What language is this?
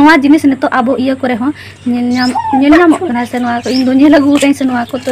Santali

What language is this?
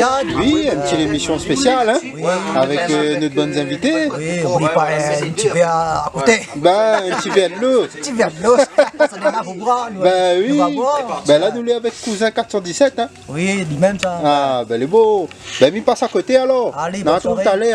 Réunion Creole French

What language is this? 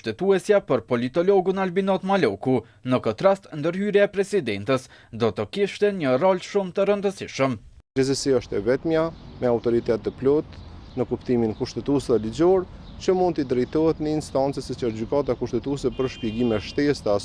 Albanian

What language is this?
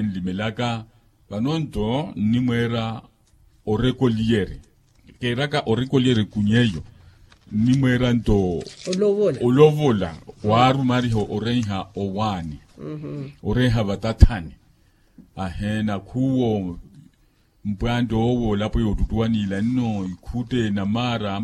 Makhuwa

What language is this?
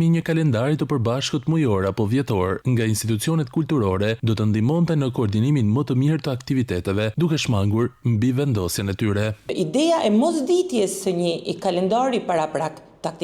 Albanian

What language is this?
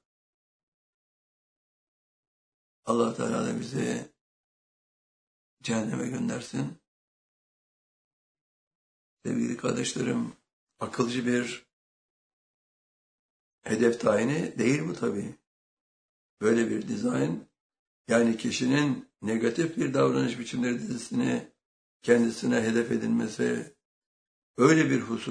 Turkish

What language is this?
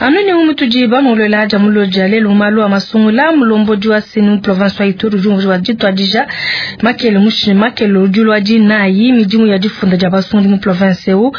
Luba-Lulua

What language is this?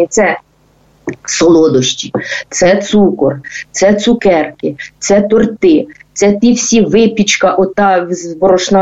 Ukrainian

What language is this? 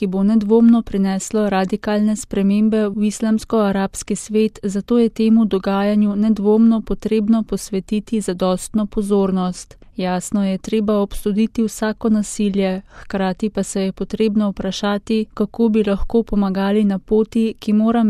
Slovenian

